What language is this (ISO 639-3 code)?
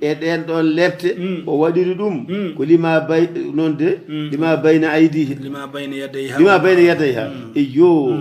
ful